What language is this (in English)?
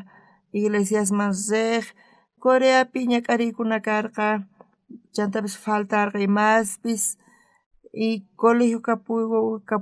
South Bolivian Quechua